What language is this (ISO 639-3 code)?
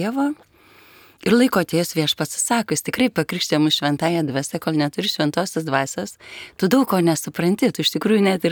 lit